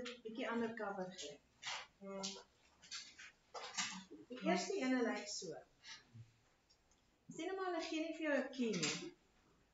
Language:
Afrikaans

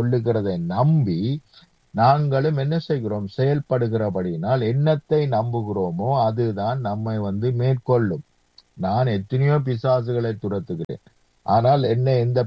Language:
Tamil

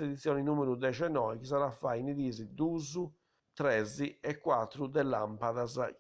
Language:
Sardinian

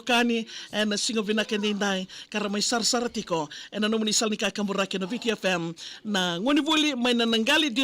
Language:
Fijian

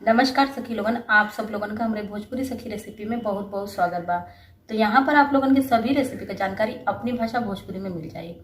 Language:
Bhojpuri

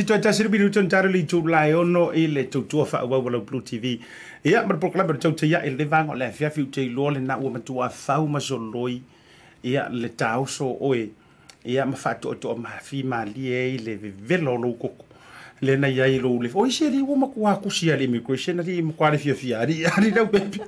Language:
Samoan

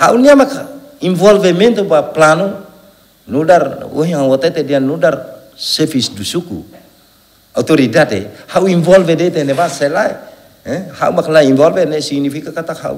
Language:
Tetum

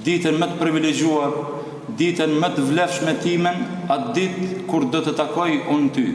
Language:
Albanian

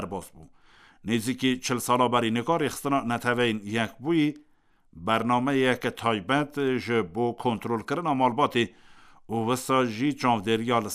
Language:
Kurdish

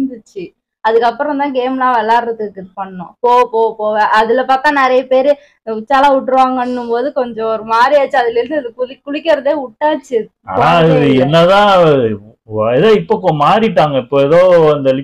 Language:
Tamil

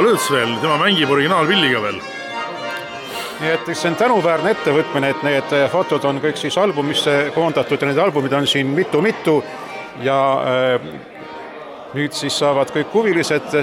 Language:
Estonian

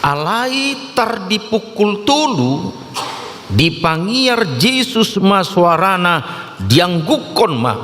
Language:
Batak Toba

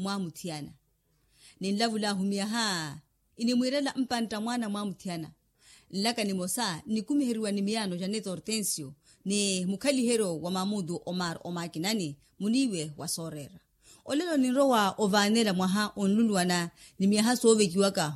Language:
Makhuwa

